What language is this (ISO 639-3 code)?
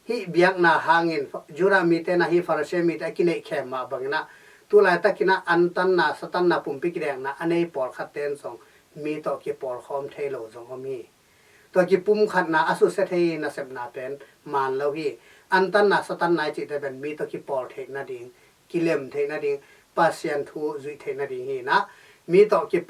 ctd